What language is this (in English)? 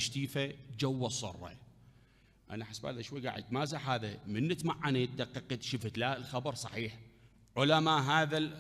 Mesopotamian Arabic